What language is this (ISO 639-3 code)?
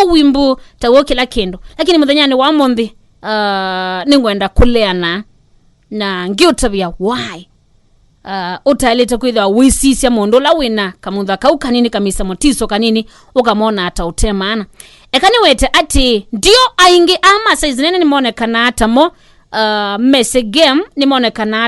kam